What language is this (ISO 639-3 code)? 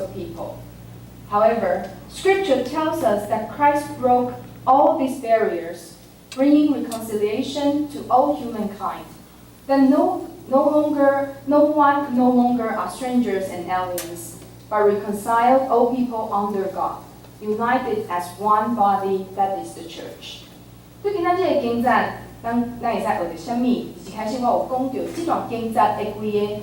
nan